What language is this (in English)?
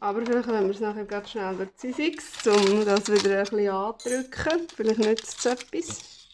Swiss German